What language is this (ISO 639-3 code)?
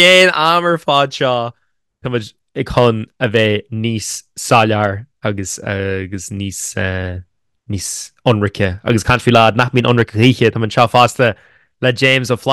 gle